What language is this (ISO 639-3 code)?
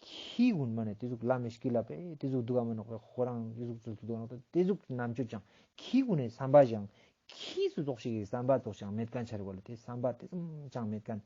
lbj